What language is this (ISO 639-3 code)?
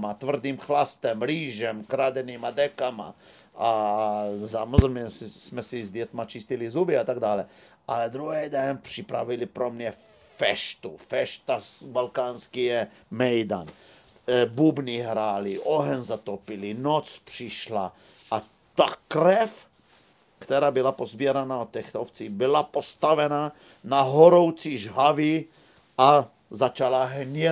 ces